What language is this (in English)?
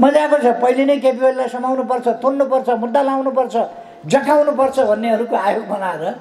Nepali